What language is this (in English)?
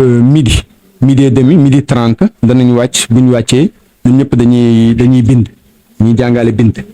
Wolof